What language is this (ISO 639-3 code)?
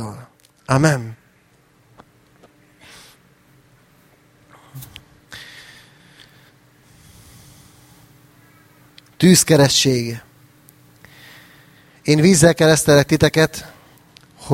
hun